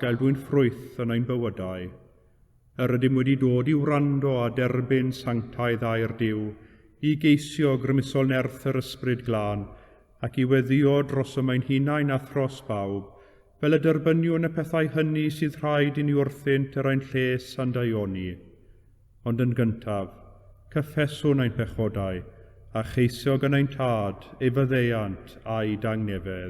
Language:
Welsh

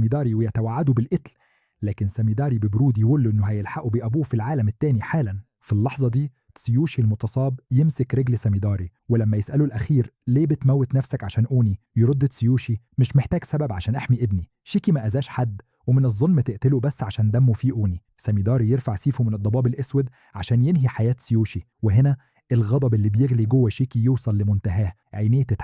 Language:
Egyptian Arabic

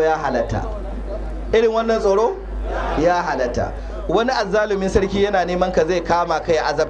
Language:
Hausa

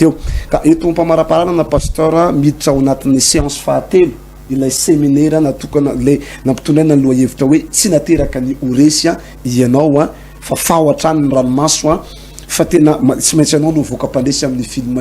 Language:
Malagasy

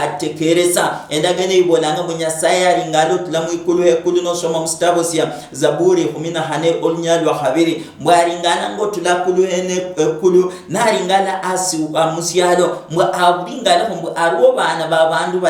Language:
Luyia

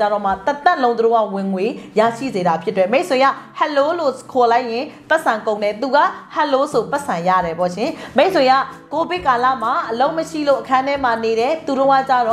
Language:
Burmese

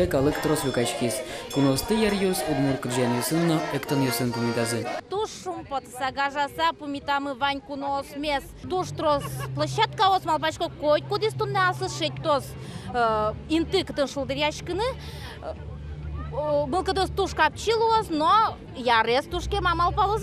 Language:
Udmurt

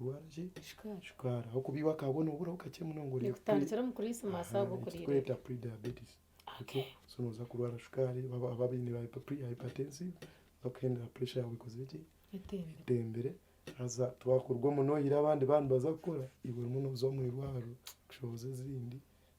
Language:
Nyankole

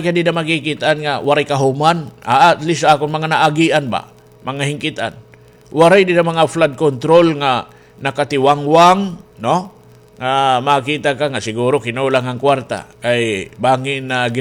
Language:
Waray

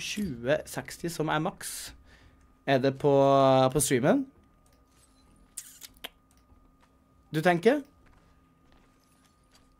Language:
Norwegian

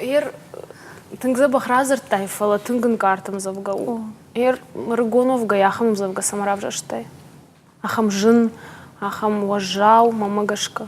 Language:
Ossetic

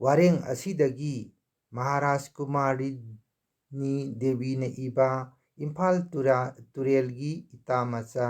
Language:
Manipuri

